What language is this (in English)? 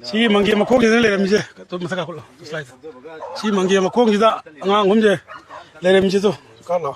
Manipuri